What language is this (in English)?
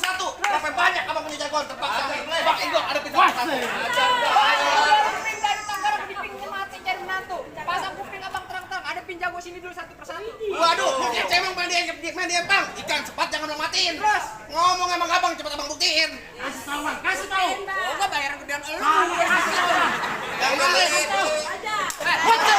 Betawi